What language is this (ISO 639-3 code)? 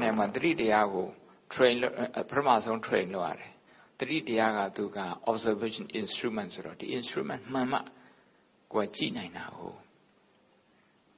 mya